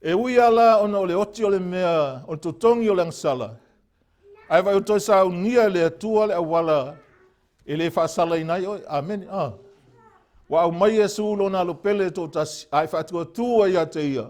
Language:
Samoan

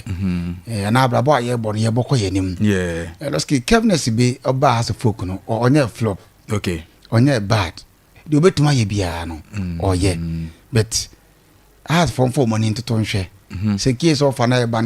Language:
Akan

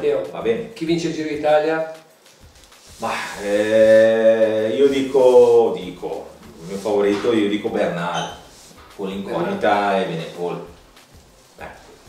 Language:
Italian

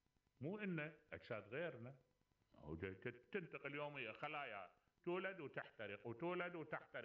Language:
Mesopotamian Arabic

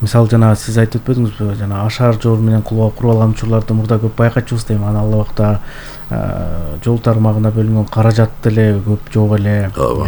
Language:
Kyrgyz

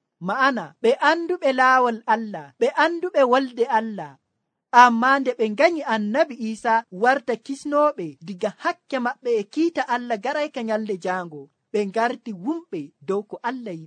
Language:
Nigerian Fulfulde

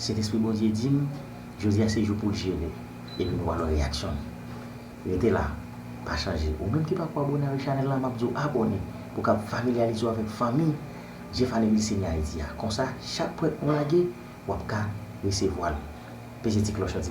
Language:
Haitian Creole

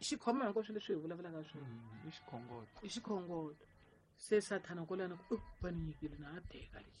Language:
Tsonga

